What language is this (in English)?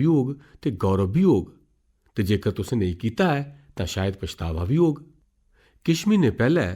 Dogri